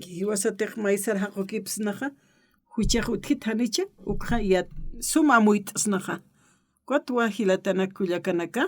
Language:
Aymara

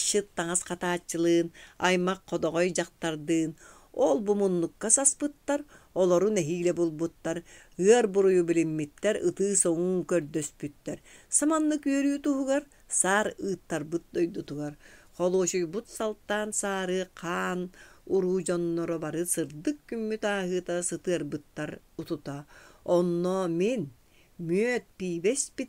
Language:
Yakut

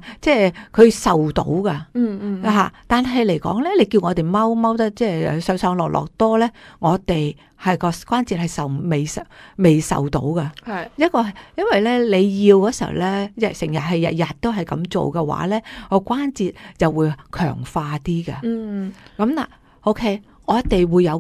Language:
Cantonese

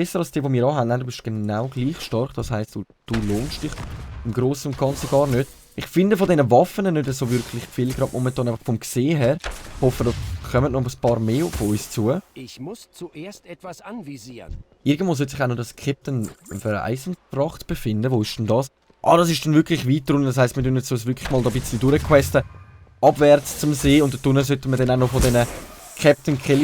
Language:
Swiss German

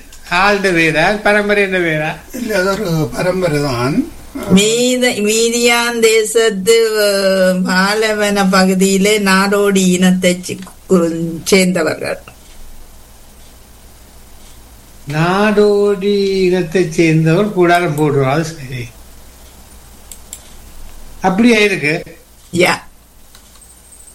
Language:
Tamil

